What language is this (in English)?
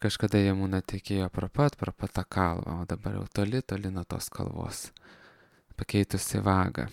Lithuanian